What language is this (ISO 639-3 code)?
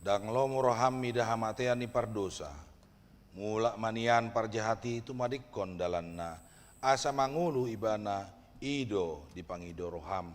bbc